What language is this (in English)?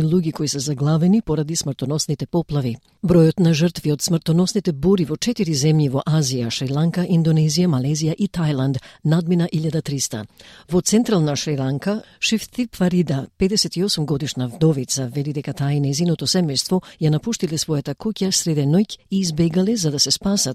Macedonian